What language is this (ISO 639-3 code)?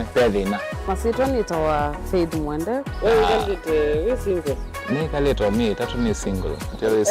kam